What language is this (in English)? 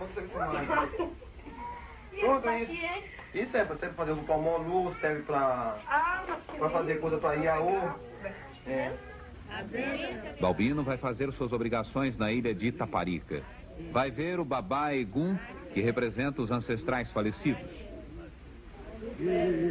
Portuguese